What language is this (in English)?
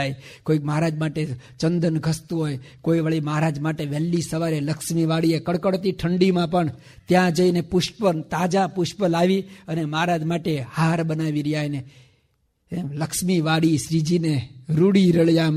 Gujarati